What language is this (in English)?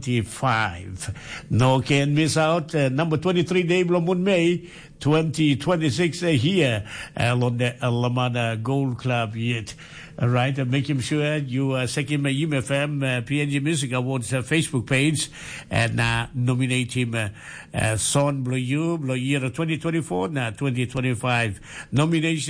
Tok Pisin